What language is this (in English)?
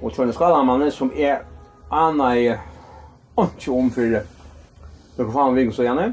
Faroese